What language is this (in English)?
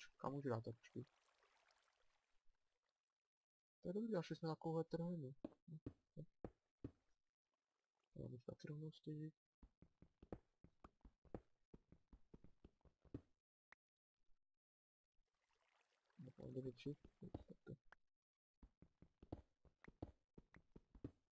Czech